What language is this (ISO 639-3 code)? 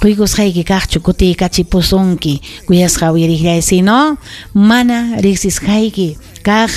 quy